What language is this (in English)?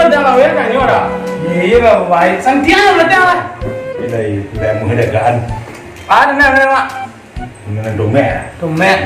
Minangkabau